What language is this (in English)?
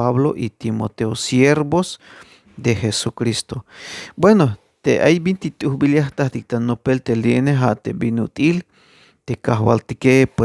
Tzeltal